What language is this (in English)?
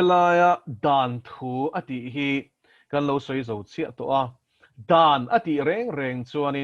Mizo